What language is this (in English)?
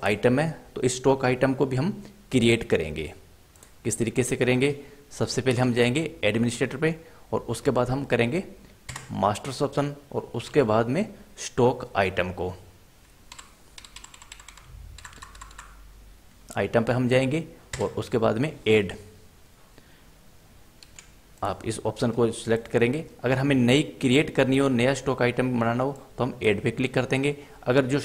Hindi